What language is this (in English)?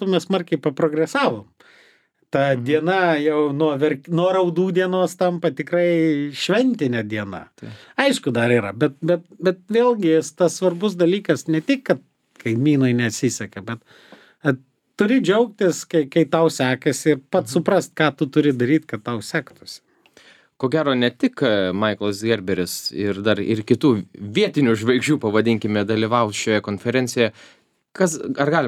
Lithuanian